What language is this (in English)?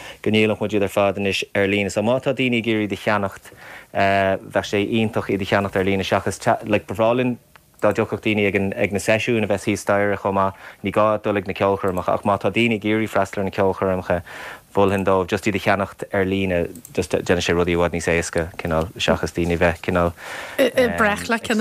Irish